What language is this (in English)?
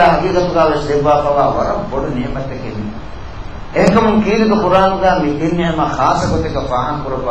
Divehi